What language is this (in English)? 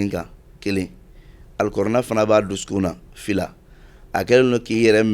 Bambara